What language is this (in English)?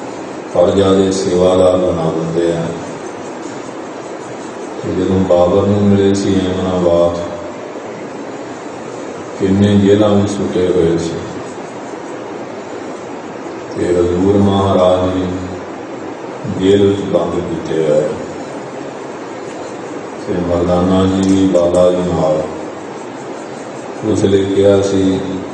Punjabi